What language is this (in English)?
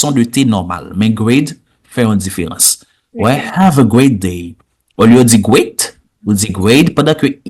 Haitian Creole